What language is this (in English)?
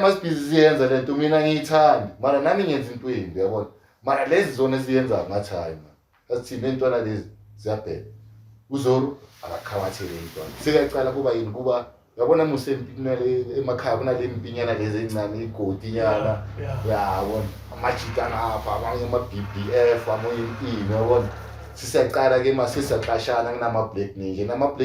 Zulu